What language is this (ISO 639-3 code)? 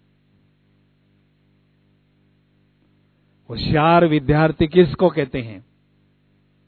hin